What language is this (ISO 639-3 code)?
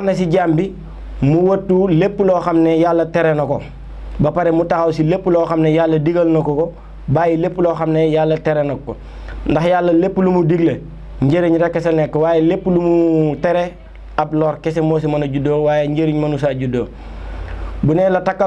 wol